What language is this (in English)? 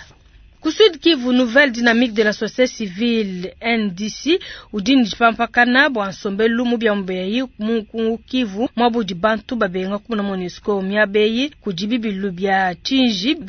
Luba-Lulua